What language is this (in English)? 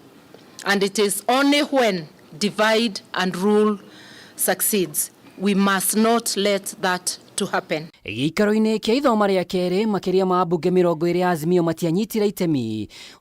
Kikuyu